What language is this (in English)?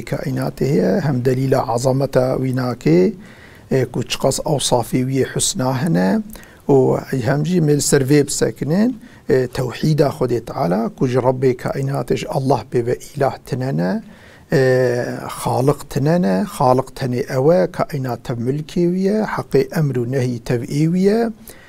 Kurdish